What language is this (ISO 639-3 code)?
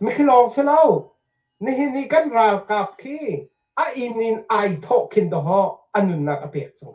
cnh